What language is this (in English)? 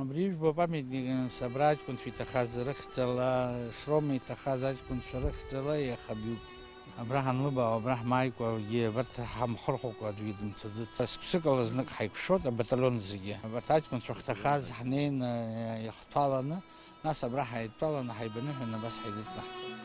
Abkhazian